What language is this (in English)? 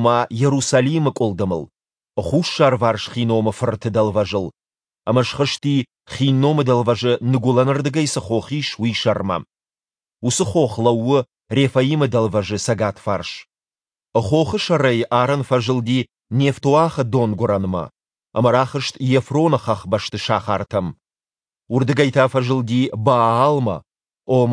Ossetic